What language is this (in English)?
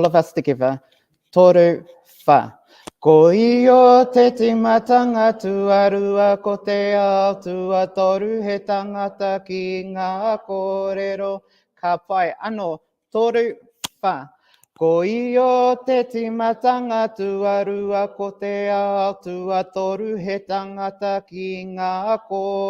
Māori